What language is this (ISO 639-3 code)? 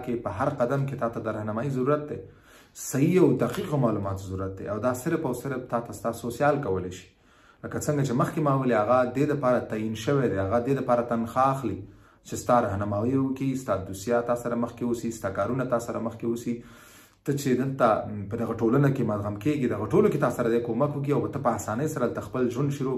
pus